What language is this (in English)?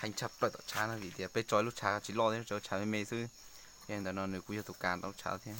Hmong